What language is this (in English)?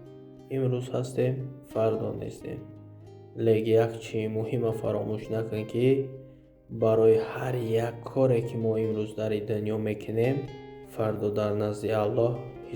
Tajik